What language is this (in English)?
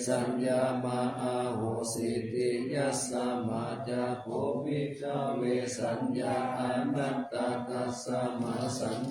Pali